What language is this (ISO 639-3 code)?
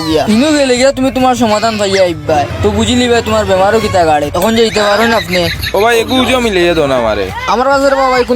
syl